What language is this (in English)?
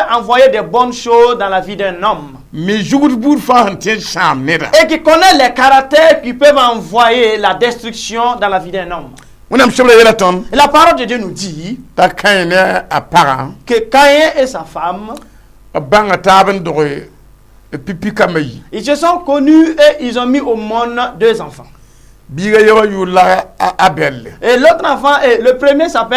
Mossi